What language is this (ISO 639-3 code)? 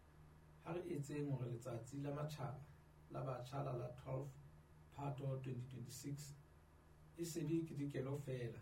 sot